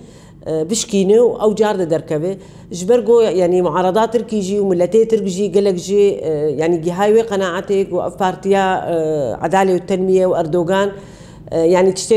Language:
Kurdish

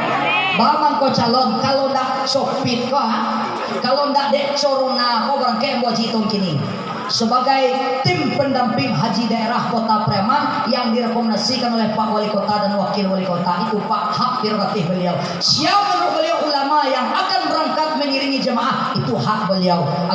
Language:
Minangkabau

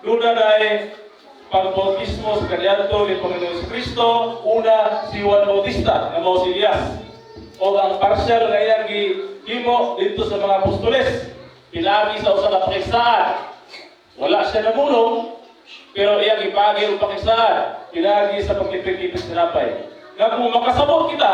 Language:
Cebuano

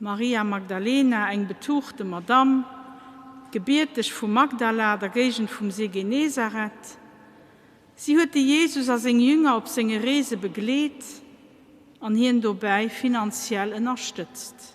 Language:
Luxembourgish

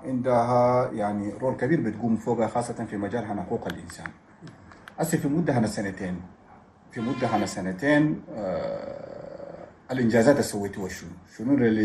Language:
Chadian Arabic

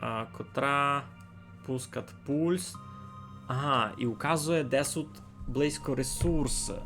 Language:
Rusyn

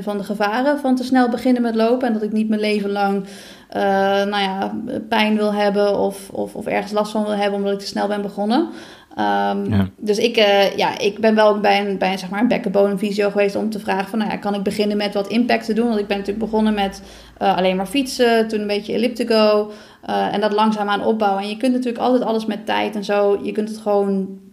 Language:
Dutch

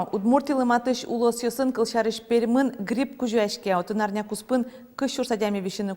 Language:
Udmurt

